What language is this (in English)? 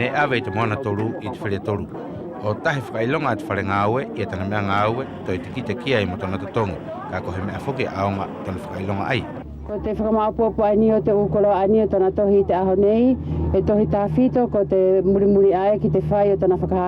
Wallisian